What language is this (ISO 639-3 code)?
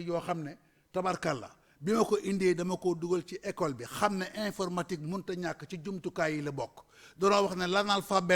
wol